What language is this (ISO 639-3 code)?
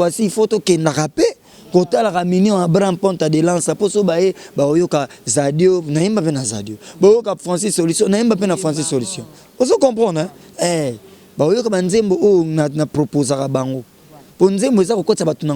lin